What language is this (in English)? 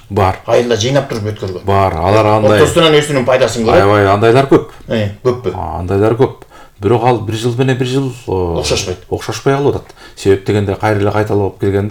Kyrgyz